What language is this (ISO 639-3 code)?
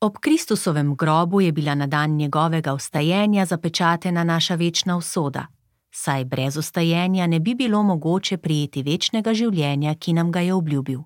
slv